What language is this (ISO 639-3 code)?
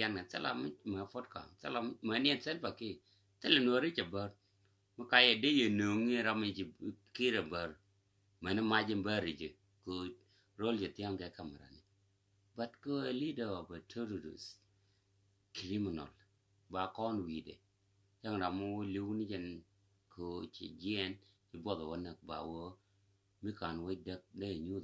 nus